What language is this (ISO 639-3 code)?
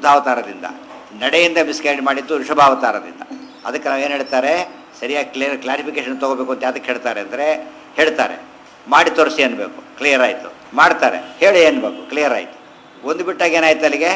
kan